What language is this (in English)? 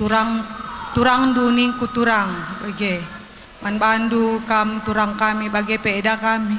Batak Karo